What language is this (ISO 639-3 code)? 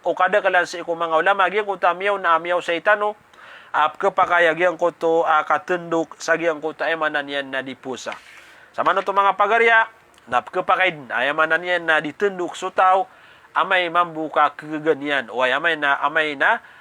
mrw